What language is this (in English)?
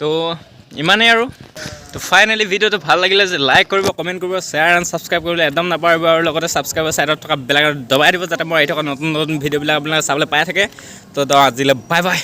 Assamese